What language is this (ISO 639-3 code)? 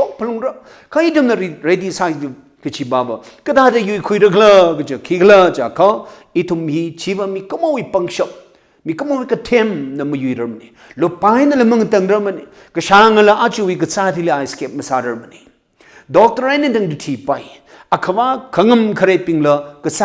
nmf